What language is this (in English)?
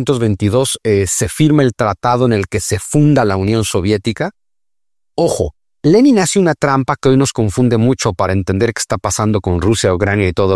Spanish